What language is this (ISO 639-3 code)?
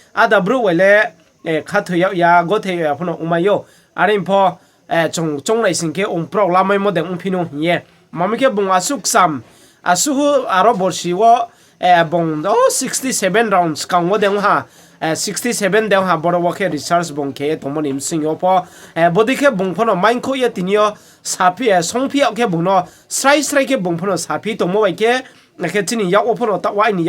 ria